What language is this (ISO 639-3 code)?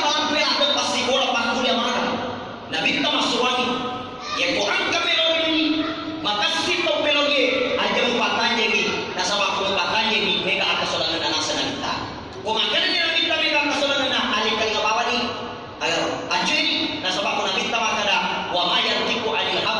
bug